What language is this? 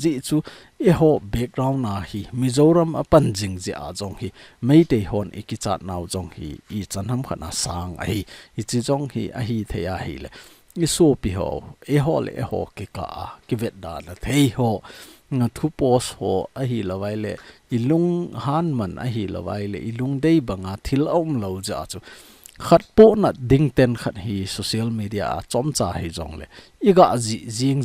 Thado Chin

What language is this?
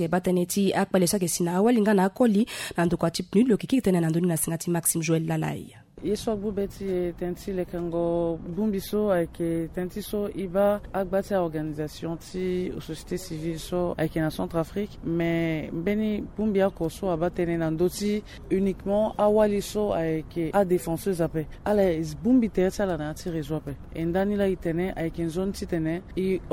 Sango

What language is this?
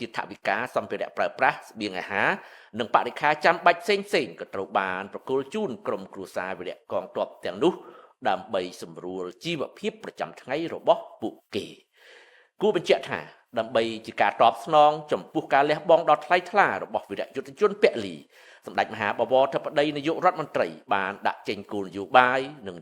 Khmer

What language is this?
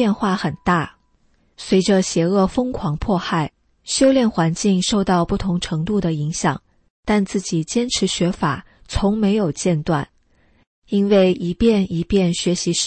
Chinese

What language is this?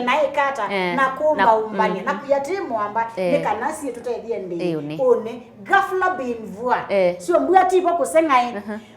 Kamba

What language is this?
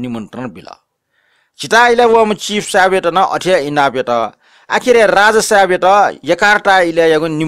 Newari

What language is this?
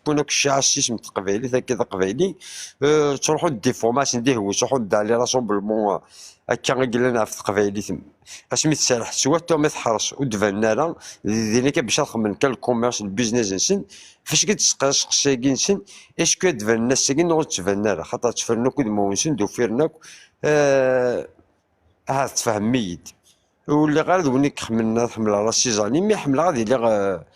Kabyle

